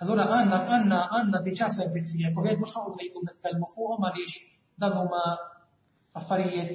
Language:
Maltese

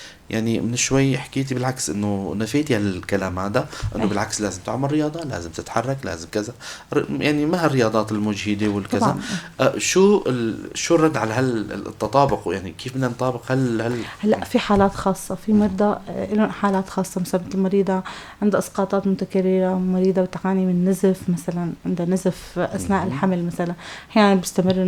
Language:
North Levantine Arabic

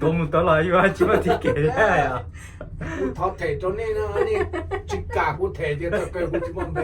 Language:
Hmong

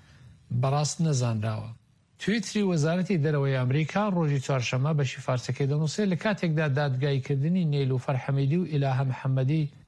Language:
Central Kurdish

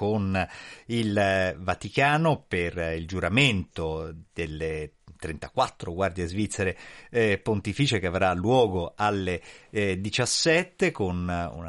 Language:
Italian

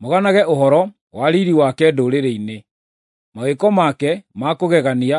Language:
Kikuyu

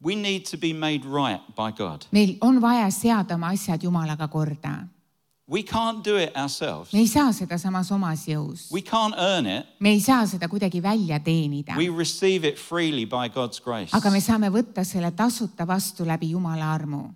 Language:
Estonian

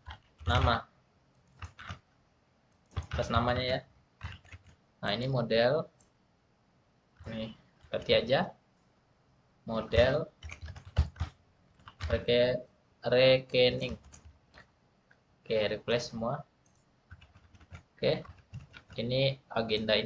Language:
Indonesian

